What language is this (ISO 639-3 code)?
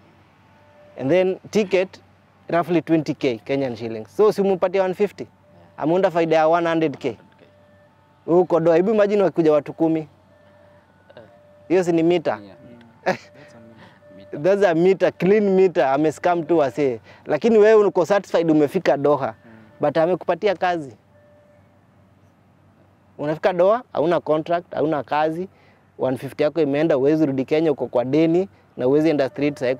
swa